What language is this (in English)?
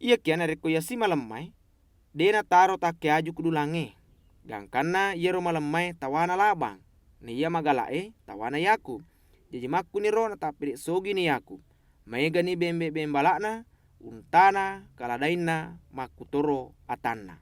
Buginese